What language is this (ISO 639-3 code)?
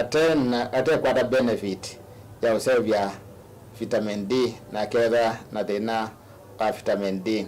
kam